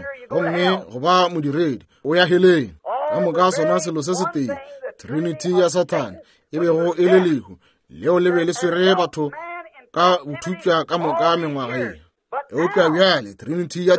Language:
Northern Sotho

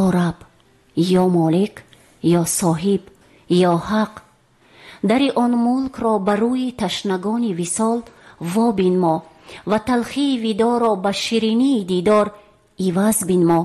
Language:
Tajik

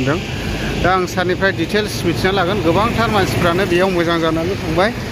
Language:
Bodo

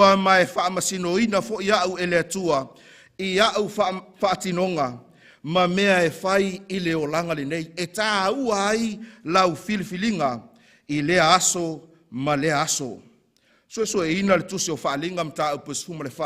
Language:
Samoan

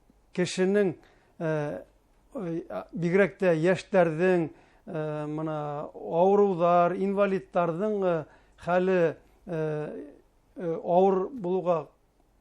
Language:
Bashkir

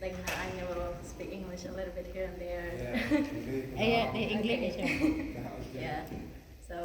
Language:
Central Mnong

